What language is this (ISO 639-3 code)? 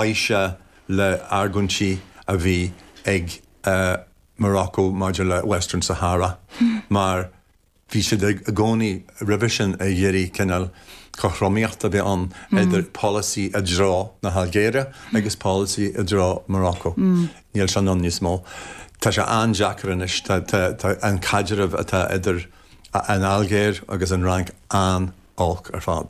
gle